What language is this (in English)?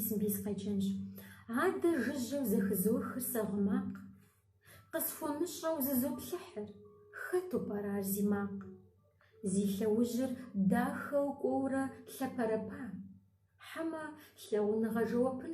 Kabardian